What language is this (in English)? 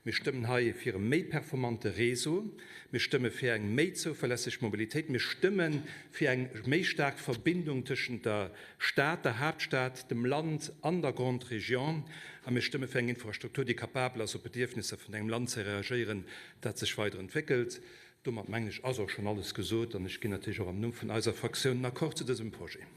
Luxembourgish